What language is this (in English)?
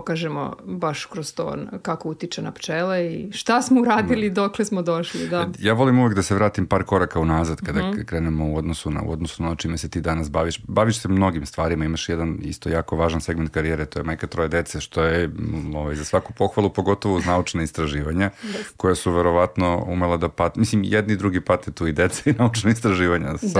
Serbian